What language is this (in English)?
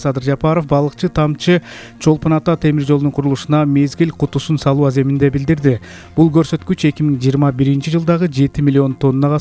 Kyrgyz